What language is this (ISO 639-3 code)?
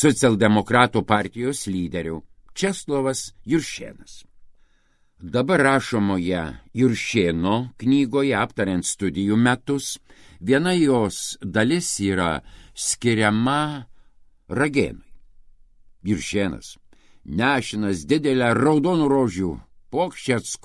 lit